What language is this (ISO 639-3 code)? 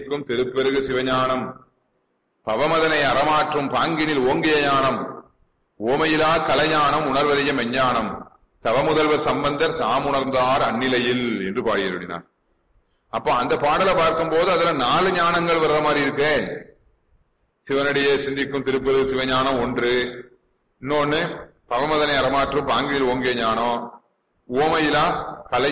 tam